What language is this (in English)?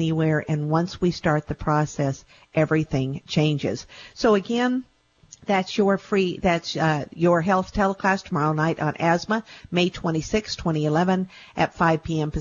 English